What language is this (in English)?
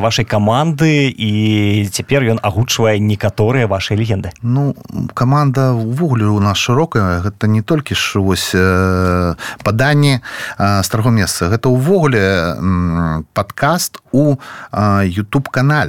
Belarusian